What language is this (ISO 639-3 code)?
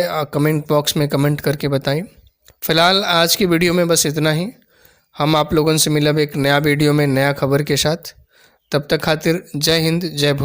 bho